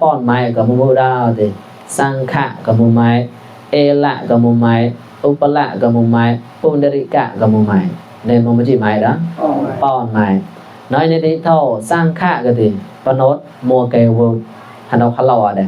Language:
Mon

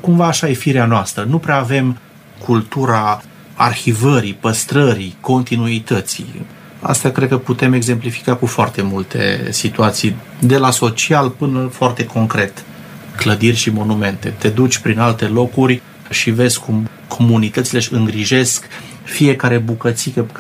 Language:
Romanian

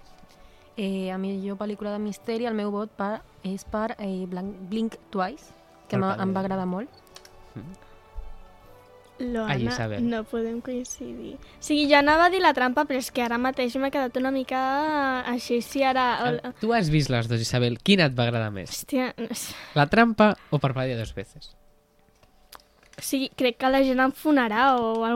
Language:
Catalan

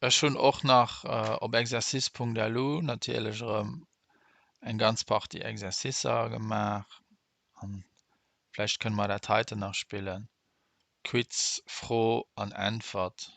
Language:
Luxembourgish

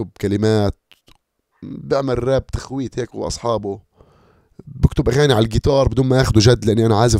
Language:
North Levantine Arabic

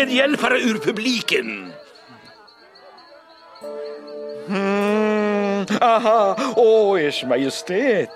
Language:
Swedish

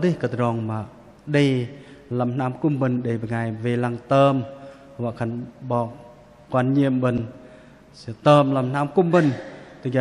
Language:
Bahnar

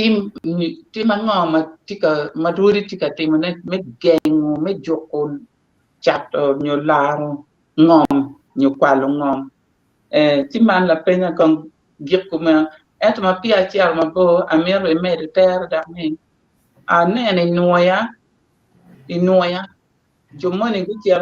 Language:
Acoli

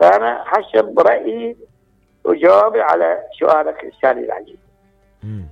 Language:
Mesopotamian Arabic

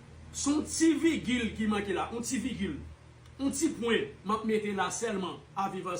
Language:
Haitian Creole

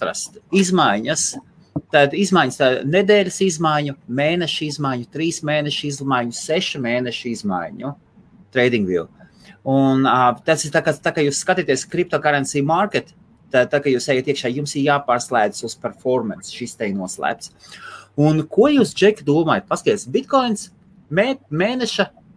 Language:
Latvian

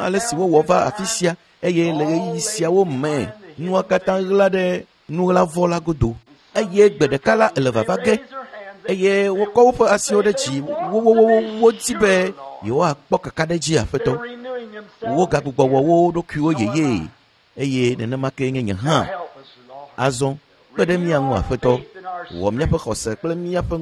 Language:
Ewe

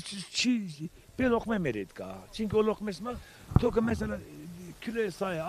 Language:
Zaza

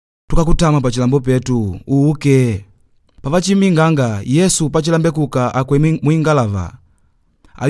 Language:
Makonde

